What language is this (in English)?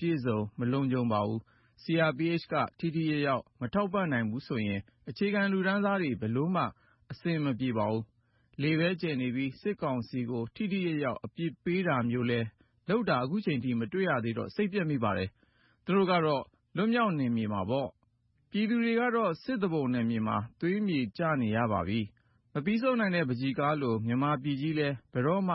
Burmese